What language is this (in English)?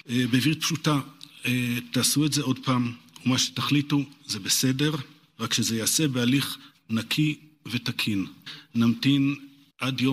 Hebrew